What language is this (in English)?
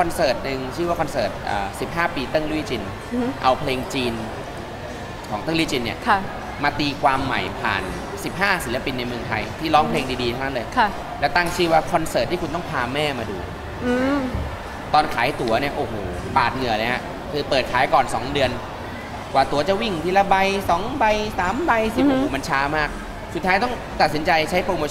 Thai